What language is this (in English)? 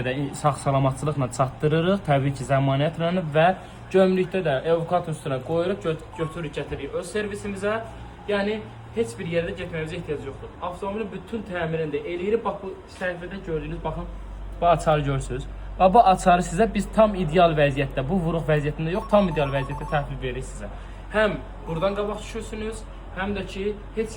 Azerbaijani